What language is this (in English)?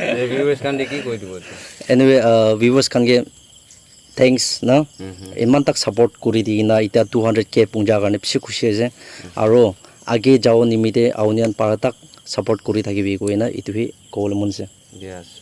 Naga Pidgin